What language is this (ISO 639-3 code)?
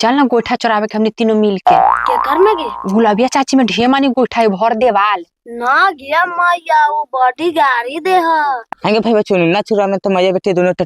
mag